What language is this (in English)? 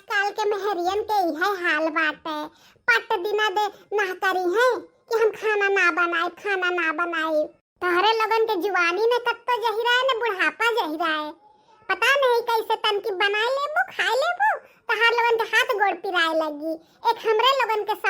Bhojpuri